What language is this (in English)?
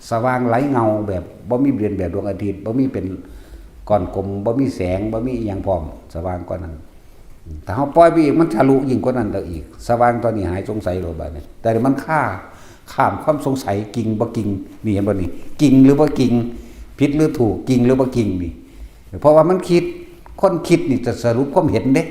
Northeastern Thai